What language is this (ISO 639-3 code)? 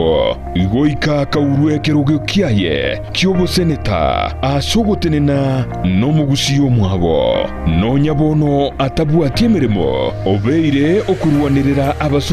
guz